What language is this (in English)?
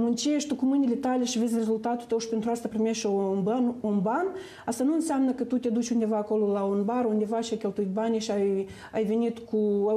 Romanian